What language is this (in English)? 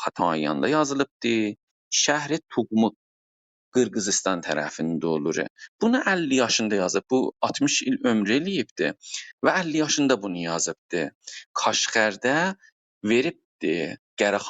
South Azerbaijani